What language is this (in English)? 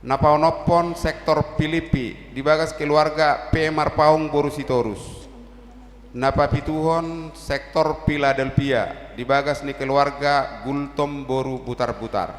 Batak Toba